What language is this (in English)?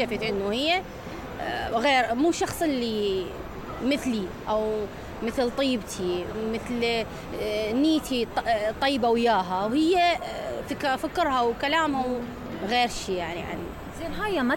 Mesopotamian Arabic